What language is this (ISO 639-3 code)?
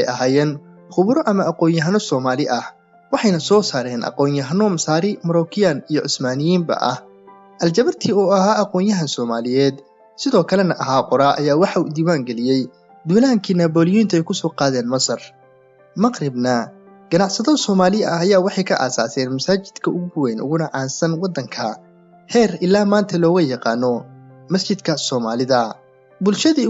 som